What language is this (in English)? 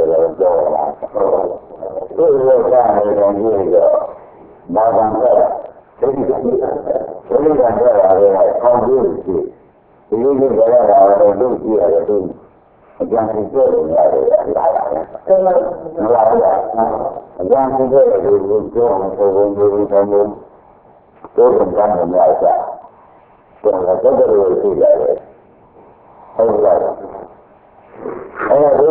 Burmese